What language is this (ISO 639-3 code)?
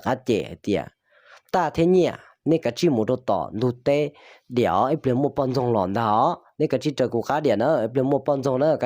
hmn